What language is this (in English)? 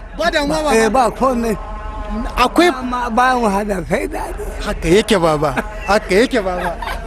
Hausa